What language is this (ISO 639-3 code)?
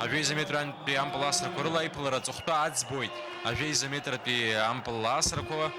abk